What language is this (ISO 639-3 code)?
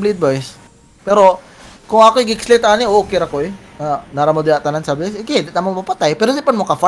ceb